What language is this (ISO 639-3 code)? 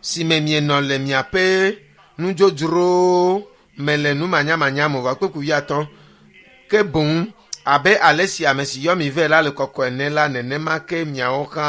ewe